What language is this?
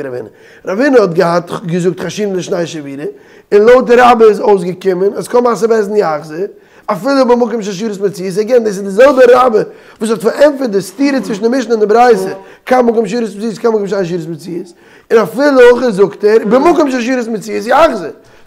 Yiddish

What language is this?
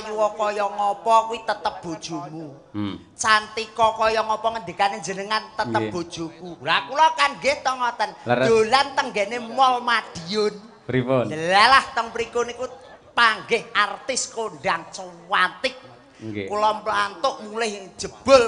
Javanese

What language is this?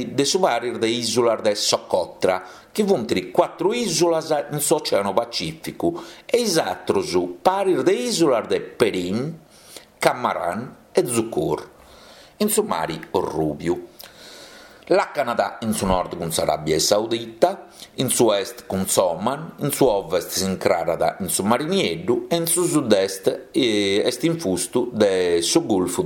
Sardinian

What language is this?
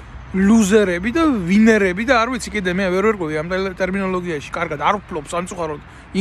Georgian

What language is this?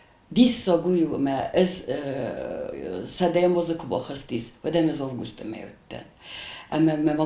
Ossetic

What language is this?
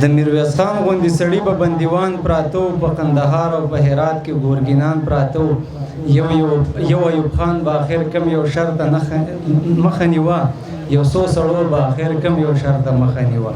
Pashto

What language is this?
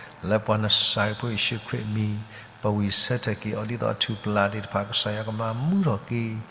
S'gaw Karen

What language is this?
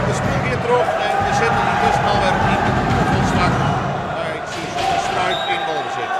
Western Frisian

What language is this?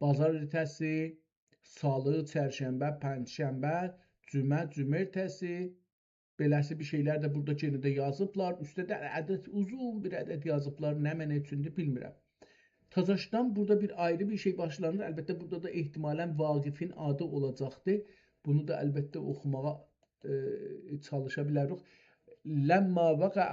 South Azerbaijani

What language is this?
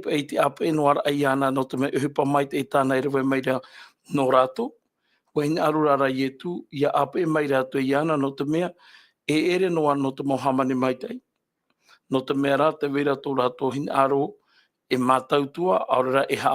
Tahitian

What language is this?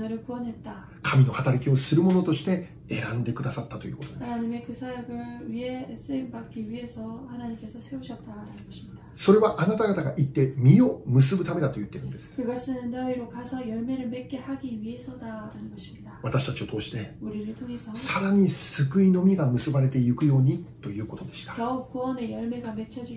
Korean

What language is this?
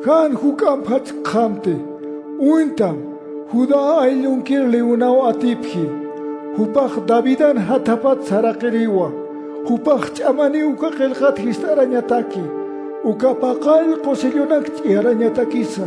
Aymara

